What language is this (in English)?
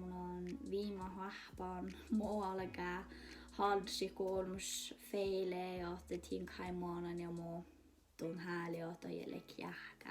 Northern Sami